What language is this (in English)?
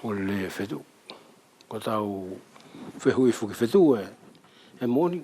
Wallisian